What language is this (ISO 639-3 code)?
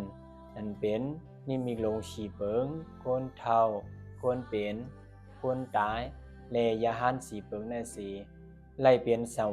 shn